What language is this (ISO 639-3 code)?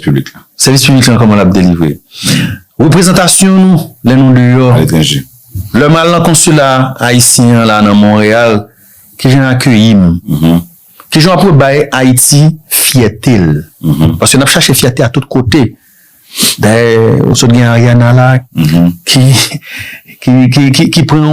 hat